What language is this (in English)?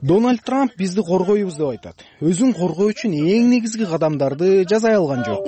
Kyrgyz